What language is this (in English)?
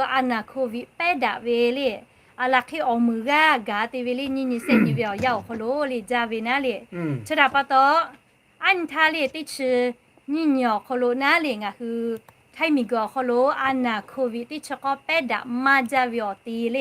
Lahu